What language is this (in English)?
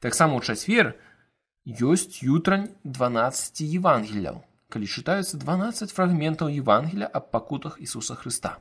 Belarusian